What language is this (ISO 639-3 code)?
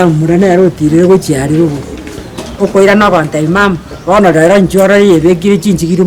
guz